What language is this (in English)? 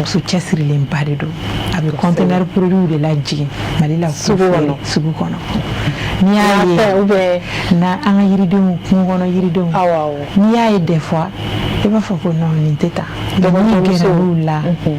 Bambara